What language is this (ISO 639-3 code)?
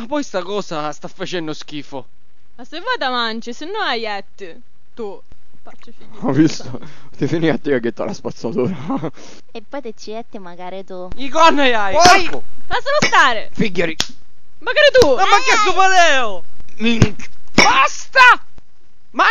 scn